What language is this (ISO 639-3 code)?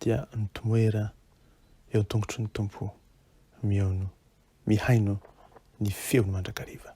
mlg